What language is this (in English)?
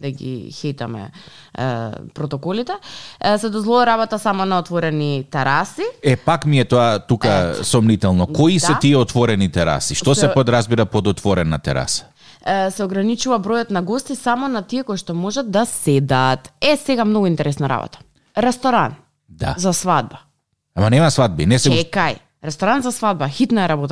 Macedonian